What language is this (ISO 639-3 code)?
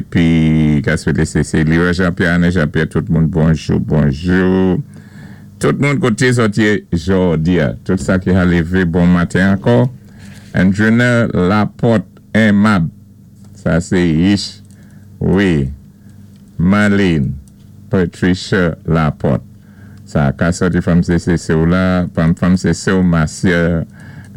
acf